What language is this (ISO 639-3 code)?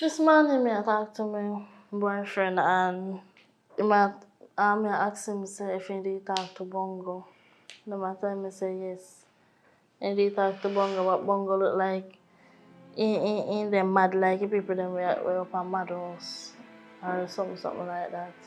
jam